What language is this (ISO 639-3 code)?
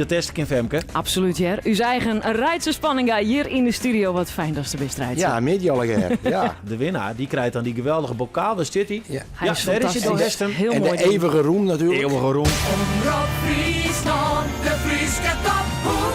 fry